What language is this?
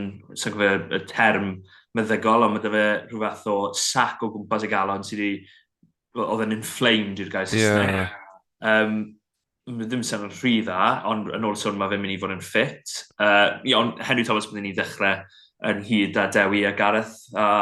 Welsh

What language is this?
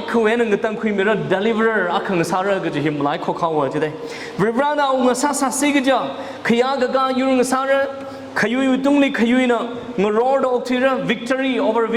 Tangkhul Naga (India)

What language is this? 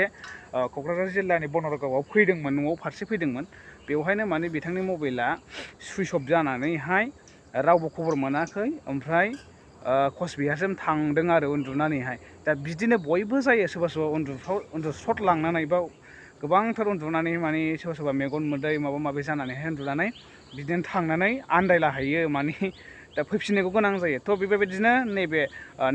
Bodo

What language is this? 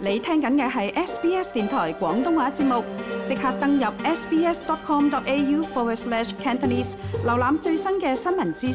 Cantonese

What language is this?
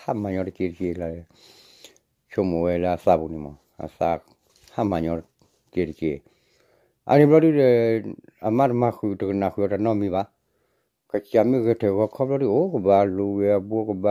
S'gaw Karen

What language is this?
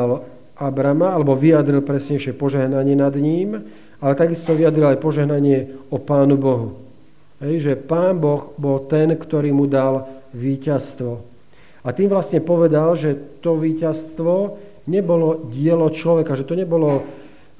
Slovak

